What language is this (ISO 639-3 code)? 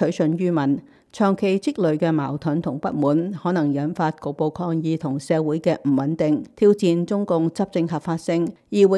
yue